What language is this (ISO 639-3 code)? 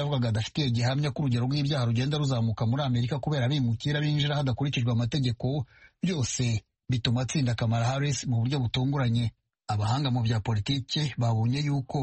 kin